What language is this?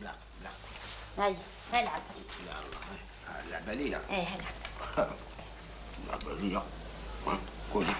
Algerian Arabic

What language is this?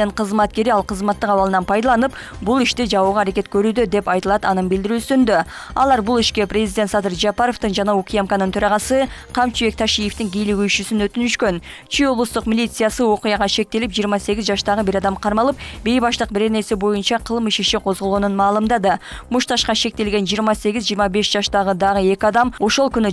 Kyrgyz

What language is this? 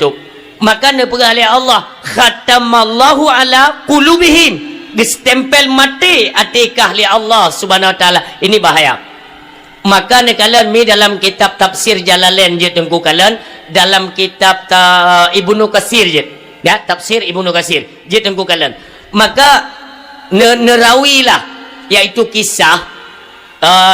Achinese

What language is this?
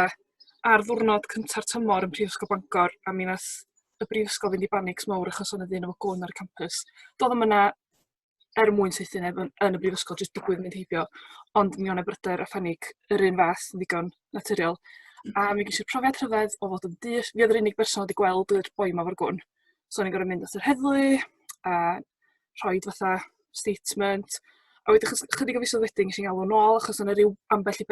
Welsh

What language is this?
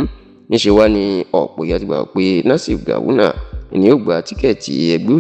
Yoruba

